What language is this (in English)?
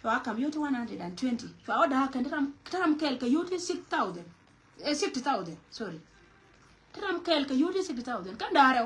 Nuer